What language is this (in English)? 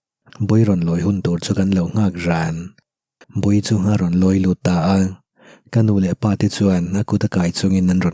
Mizo